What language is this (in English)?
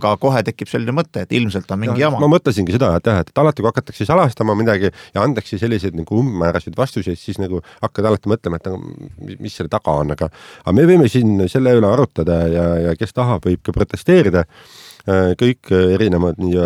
Estonian